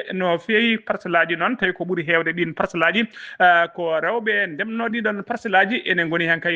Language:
Fula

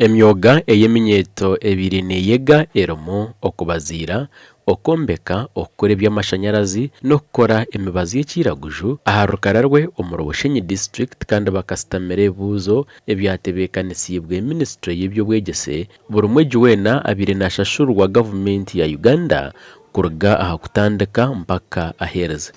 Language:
Nyankole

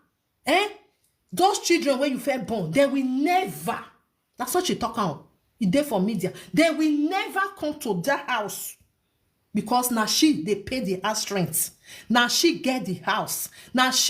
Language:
Nigerian Pidgin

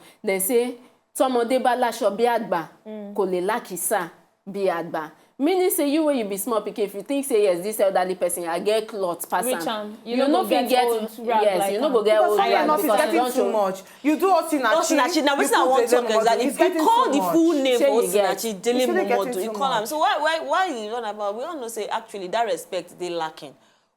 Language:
Nigerian Pidgin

